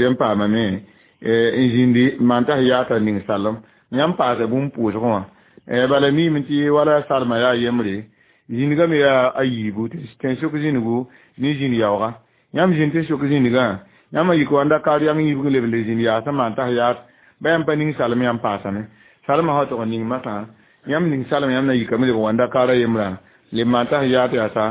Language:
Mossi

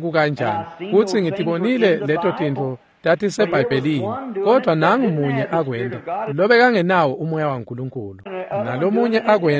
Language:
Swati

